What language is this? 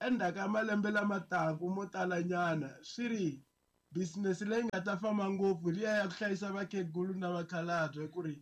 Tsonga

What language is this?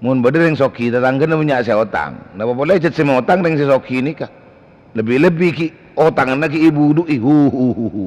Madurese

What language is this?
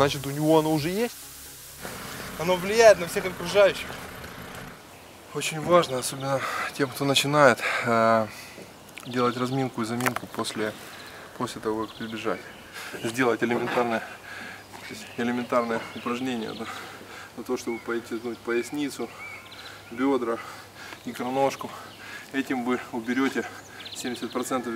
Russian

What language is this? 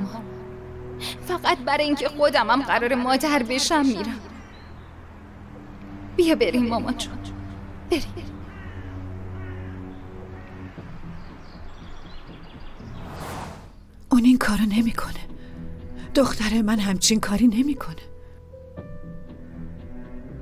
Persian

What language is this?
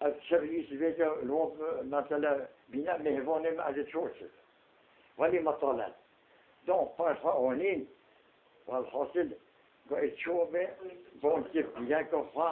Kurdish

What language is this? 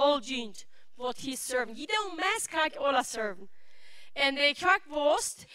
Plautdietsch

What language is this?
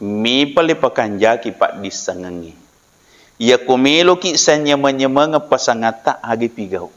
Buginese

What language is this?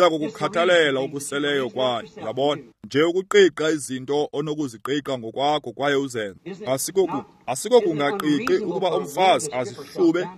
Xhosa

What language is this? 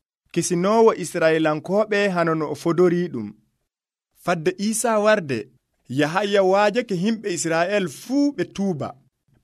Nigerian Fulfulde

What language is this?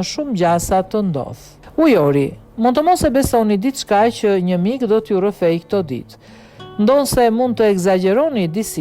Albanian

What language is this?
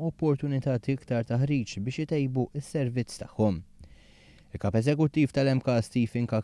Maltese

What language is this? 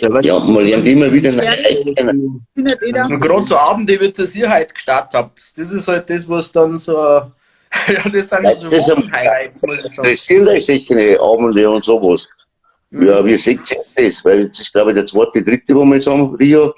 Bavarian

